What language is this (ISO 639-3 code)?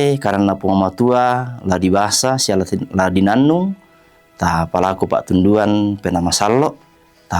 sda